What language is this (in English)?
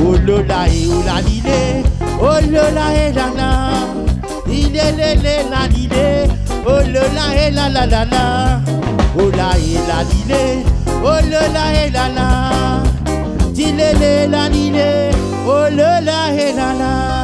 Réunion Creole French